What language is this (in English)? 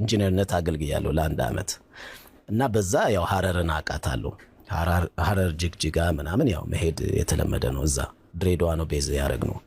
Amharic